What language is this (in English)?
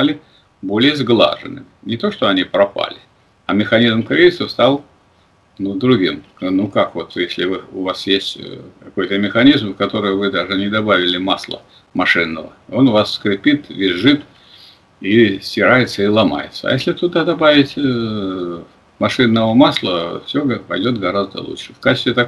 Russian